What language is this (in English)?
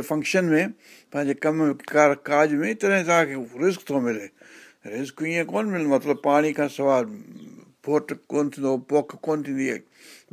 Sindhi